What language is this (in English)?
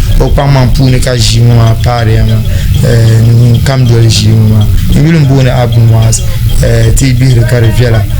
Dagbani